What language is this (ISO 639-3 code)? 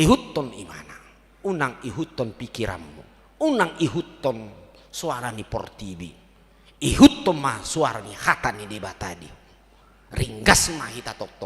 bbc